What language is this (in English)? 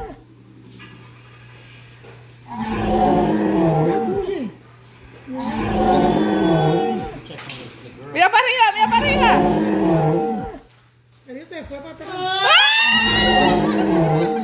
Spanish